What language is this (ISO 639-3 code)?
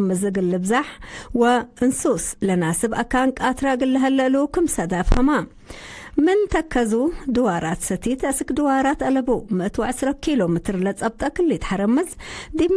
tig